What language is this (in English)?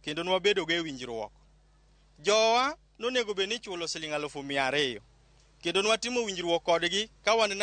Luo (Kenya and Tanzania)